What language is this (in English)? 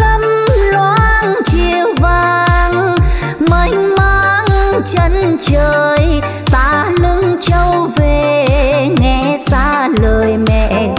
Vietnamese